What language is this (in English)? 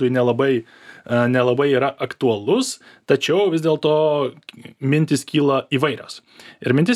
Lithuanian